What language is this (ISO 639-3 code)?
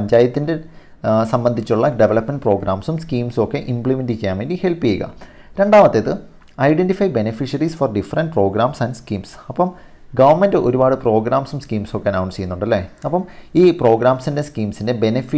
mal